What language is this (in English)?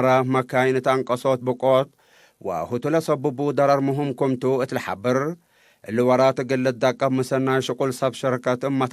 Tigre